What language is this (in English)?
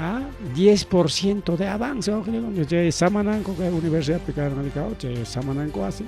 Ayacucho Quechua